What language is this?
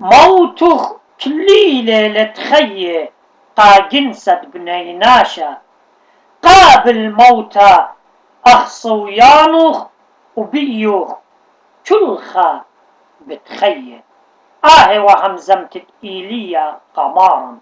Assyrian Neo-Aramaic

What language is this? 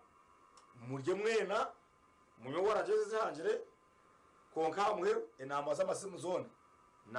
Nyankole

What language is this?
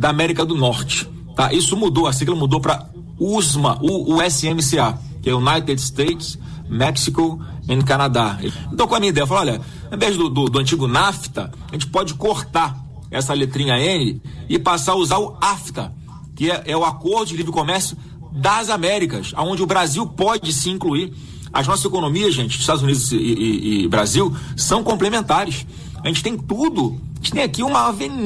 Portuguese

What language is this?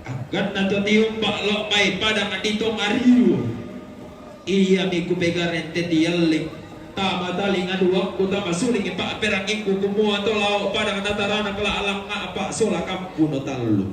Toraja-Sa'dan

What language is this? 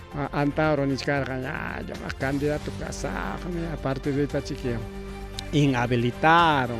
Ayacucho Quechua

